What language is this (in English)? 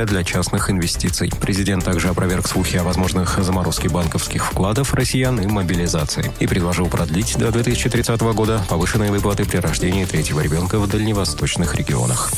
Russian